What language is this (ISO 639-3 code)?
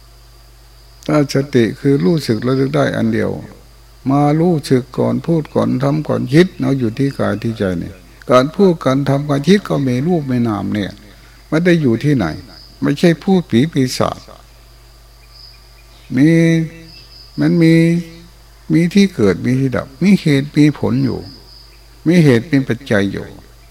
tha